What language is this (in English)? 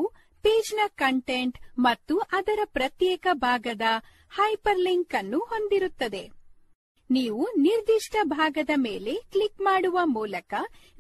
Kannada